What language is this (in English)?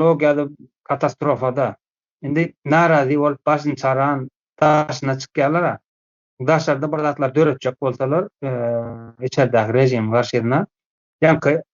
Turkmen